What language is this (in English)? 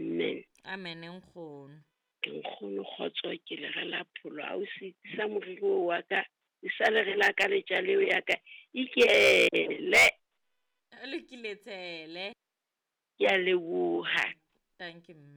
Southern Sotho